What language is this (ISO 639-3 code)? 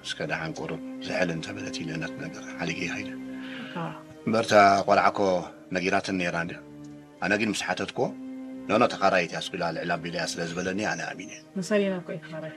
tir